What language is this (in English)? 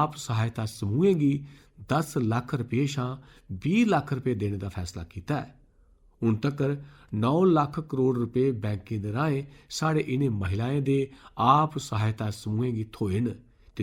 Dogri